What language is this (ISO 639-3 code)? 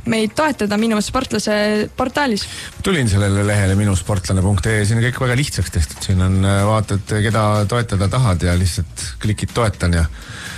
est